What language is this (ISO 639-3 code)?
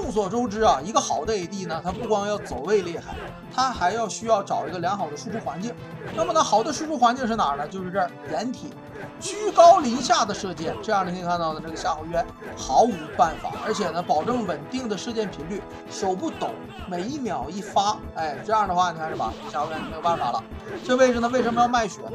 zho